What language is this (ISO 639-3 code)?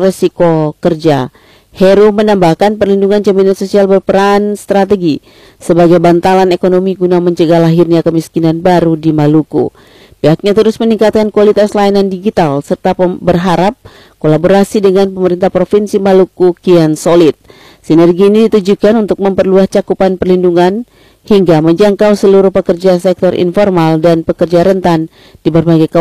ind